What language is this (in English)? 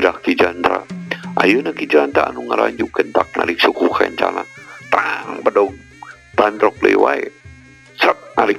Sundanese